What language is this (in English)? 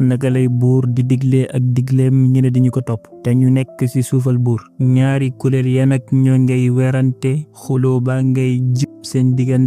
Wolof